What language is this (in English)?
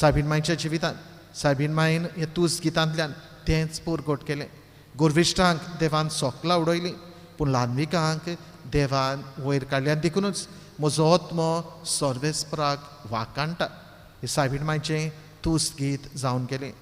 Konkani